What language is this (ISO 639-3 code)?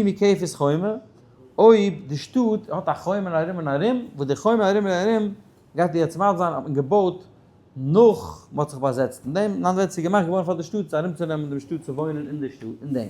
yid